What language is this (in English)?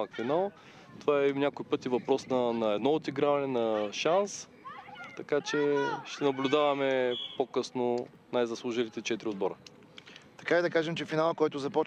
Bulgarian